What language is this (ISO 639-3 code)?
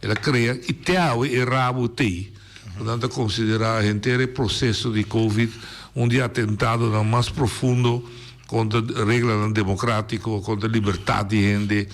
pap